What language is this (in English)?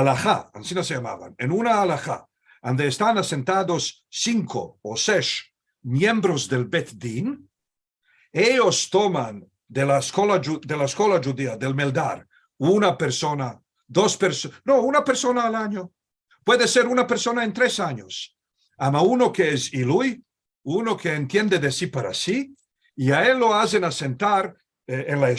Ladino